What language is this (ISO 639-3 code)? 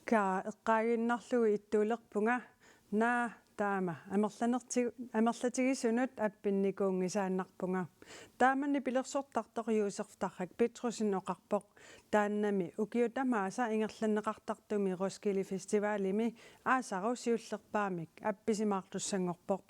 kal